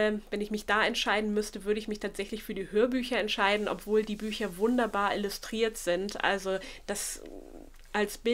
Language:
German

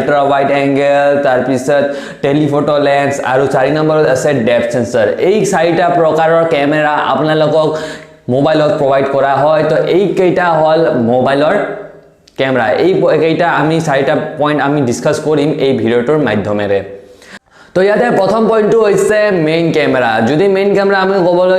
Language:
Assamese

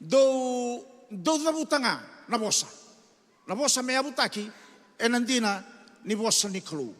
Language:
Fijian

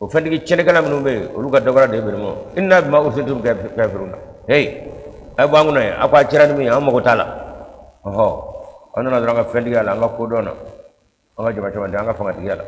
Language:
Bambara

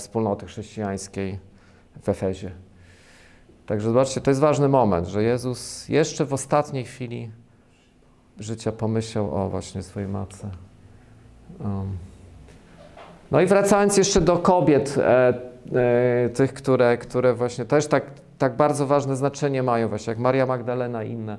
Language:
Polish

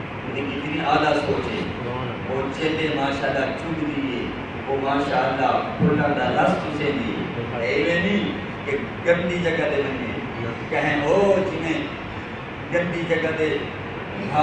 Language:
Saraiki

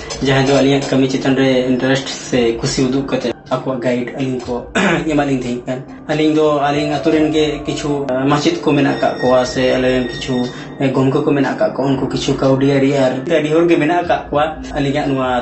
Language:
Santali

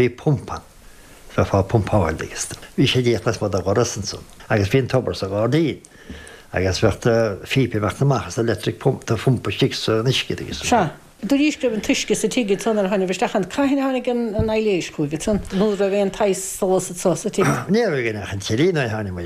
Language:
Irish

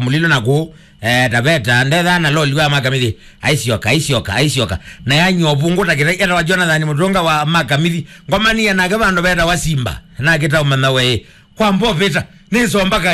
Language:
Kamba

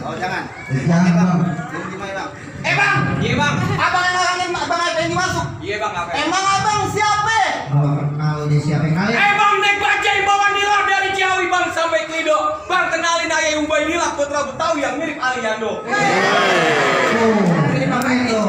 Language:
Betawi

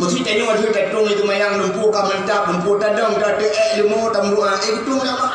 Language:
Achinese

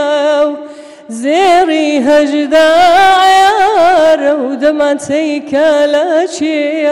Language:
Central Kurdish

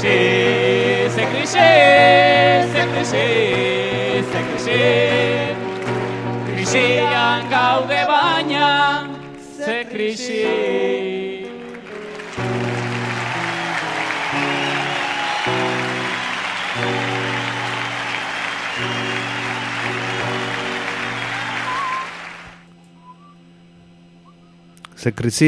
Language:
Basque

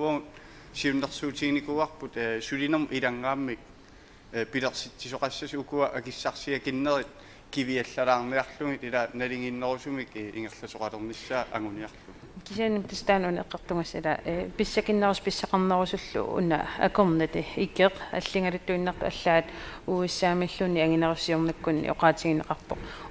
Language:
Kalaallisut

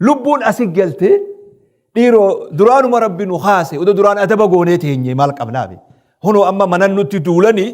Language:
Oromo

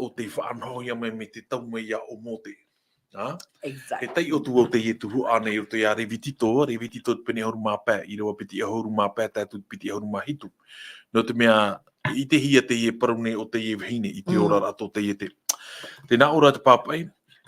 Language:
Tahitian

